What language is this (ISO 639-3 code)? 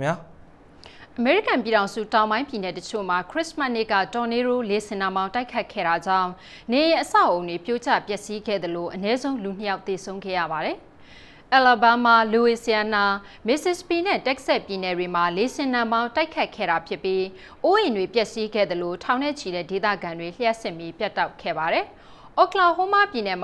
mya